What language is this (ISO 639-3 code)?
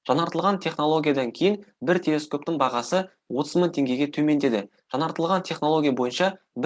kaz